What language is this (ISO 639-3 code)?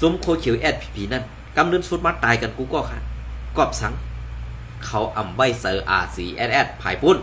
shn